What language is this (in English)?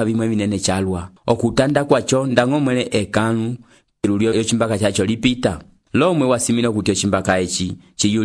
Umbundu